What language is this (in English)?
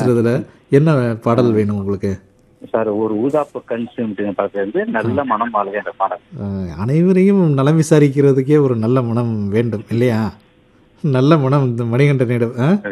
Tamil